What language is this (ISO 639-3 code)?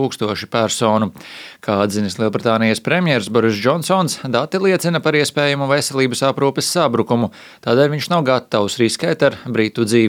lav